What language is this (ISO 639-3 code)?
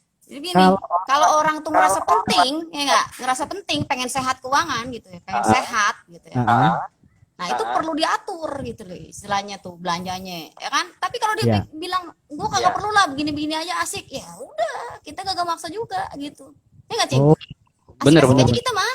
bew